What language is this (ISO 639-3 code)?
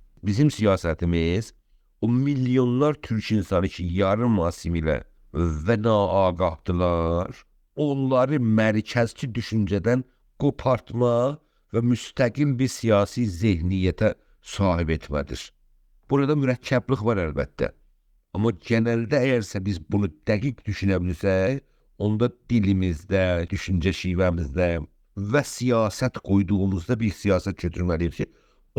azb